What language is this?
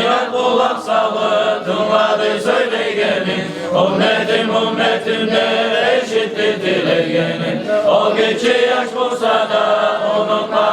Kumyk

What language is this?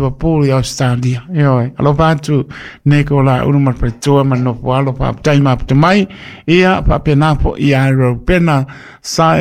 Samoan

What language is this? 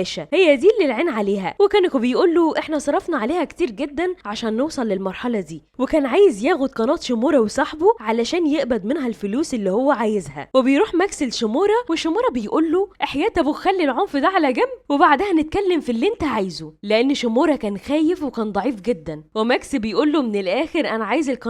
Egyptian Arabic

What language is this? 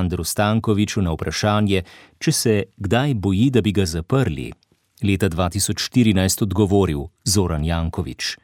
Slovenian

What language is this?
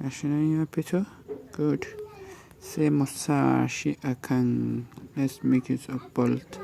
Hausa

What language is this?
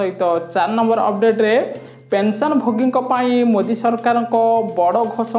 Odia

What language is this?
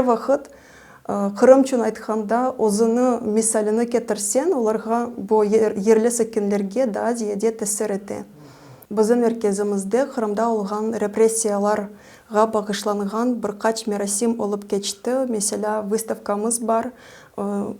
Crimean Tatar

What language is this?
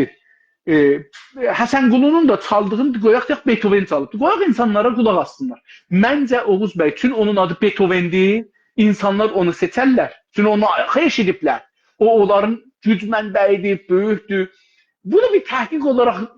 South Azerbaijani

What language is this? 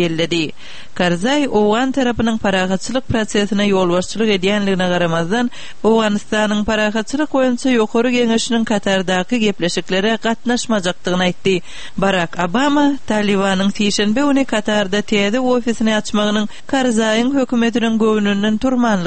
Turkmen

